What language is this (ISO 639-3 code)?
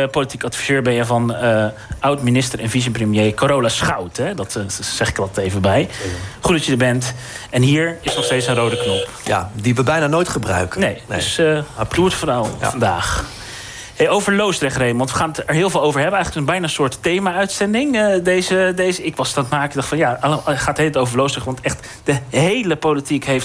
nld